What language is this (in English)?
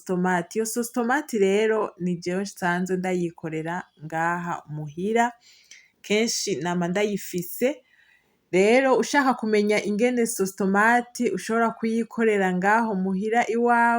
Rundi